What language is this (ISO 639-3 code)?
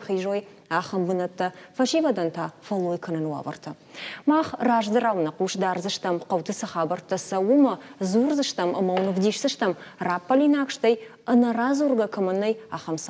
oss